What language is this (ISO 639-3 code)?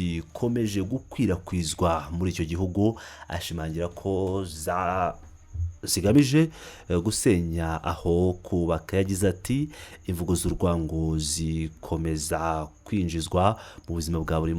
kin